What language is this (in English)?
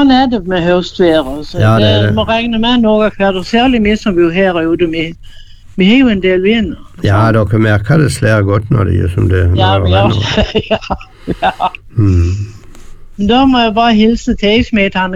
Norwegian